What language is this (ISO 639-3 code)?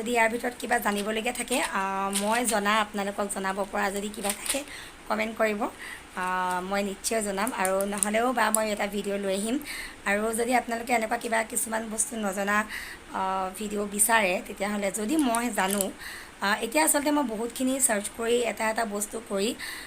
asm